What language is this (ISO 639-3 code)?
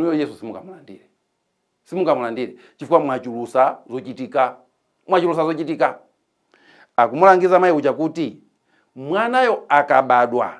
nya